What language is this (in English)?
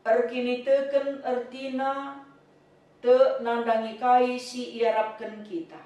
Batak Karo